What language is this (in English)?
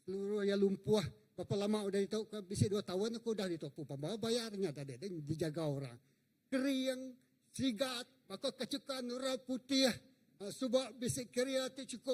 Iban